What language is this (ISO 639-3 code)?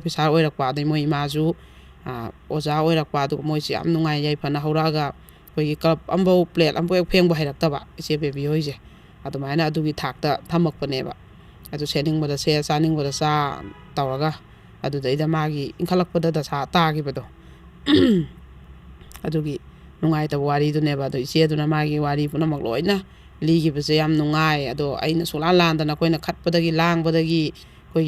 mni